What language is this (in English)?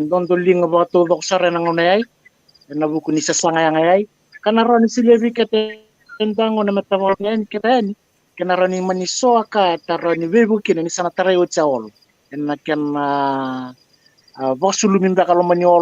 Fijian